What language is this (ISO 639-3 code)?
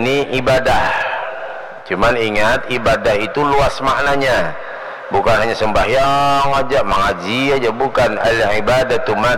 bjn